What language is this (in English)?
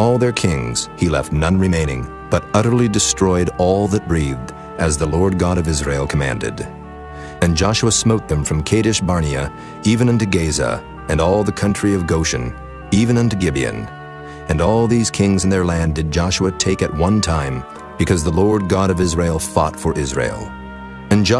English